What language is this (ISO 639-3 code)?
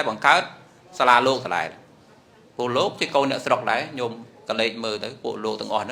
khm